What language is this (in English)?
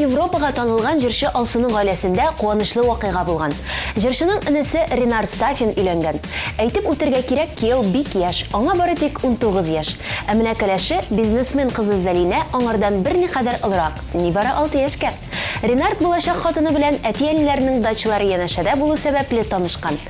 Tatar